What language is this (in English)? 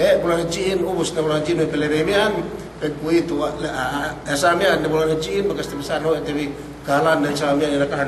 Yakan